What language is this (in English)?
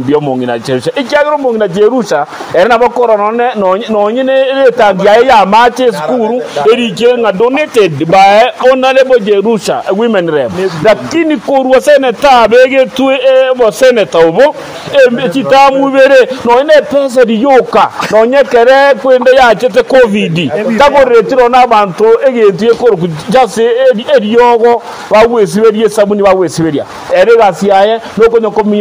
Gusii